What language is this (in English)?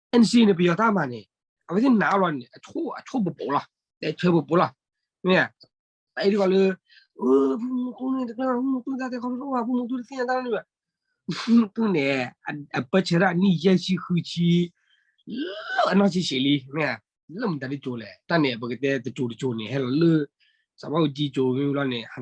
S'gaw Karen